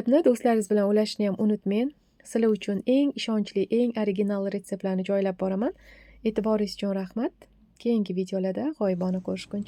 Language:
Uzbek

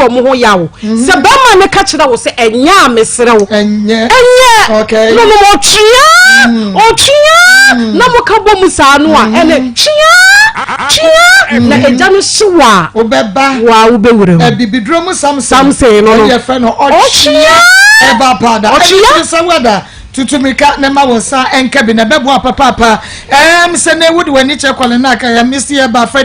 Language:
Akan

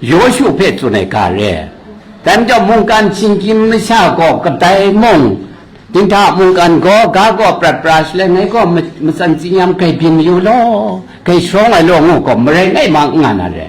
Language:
Kachin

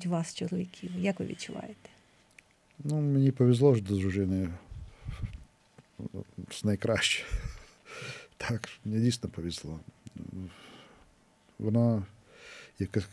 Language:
Ukrainian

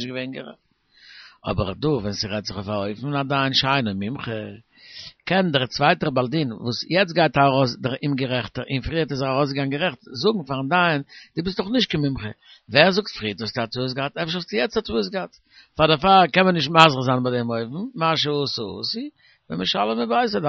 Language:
Yiddish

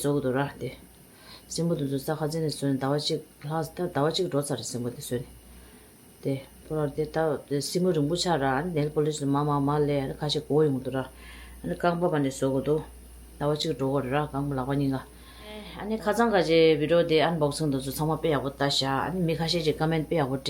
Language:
Tibetan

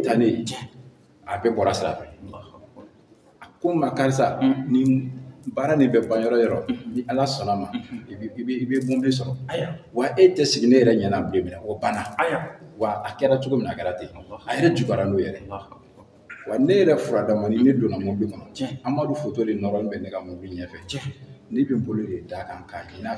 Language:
Bambara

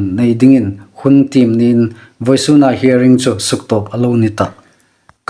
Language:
Hmar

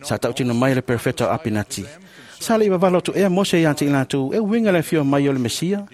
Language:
Samoan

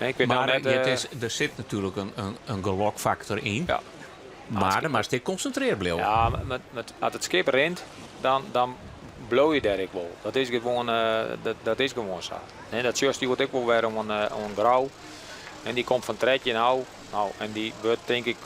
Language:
Western Frisian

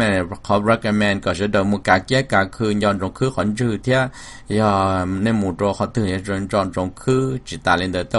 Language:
Hmong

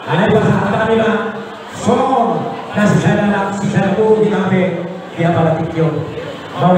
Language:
Batak Toba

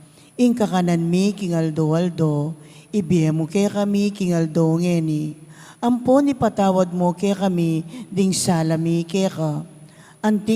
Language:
Pampanga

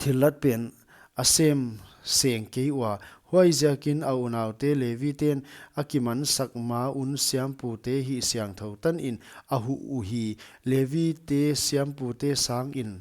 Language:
Paite Chin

